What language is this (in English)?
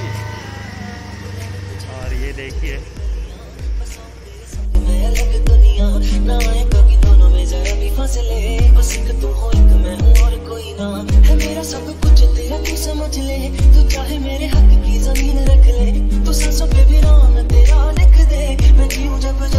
Hindi